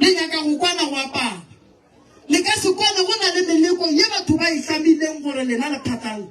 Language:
Northern Sotho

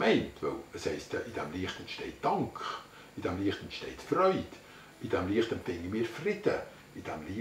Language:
Swiss German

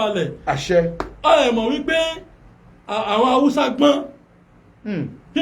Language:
Yoruba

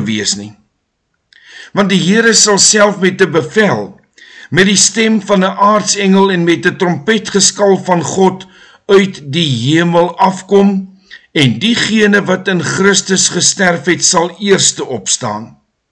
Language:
Afrikaans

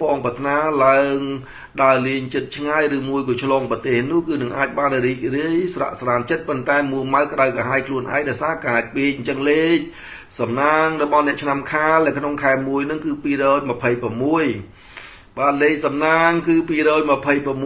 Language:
Khmer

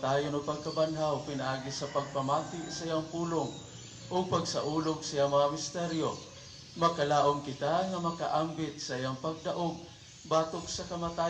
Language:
Cebuano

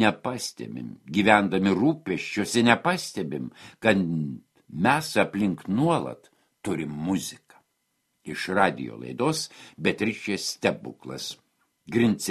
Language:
Lithuanian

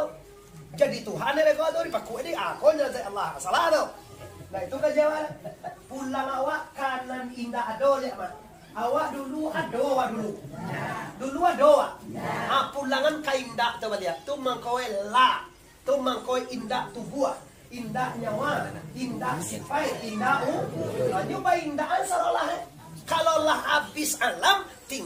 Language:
Minangkabau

